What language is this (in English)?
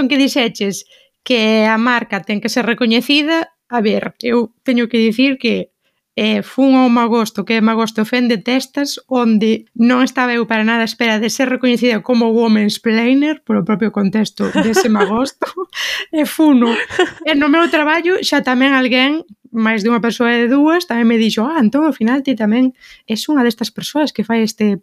Galician